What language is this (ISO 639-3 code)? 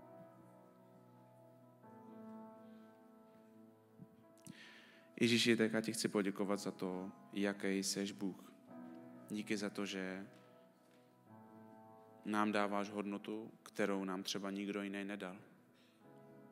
ces